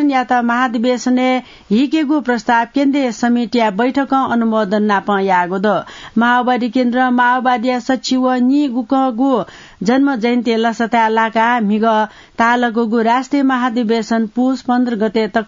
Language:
Newari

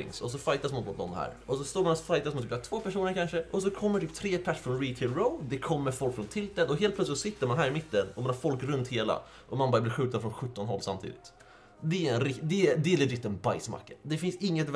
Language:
Swedish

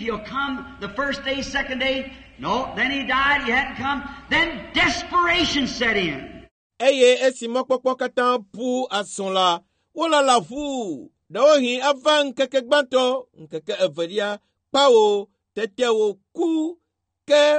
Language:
Ewe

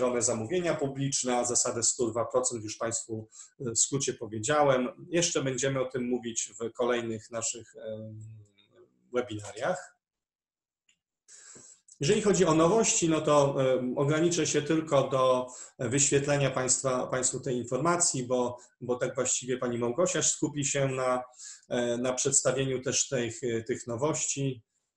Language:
Polish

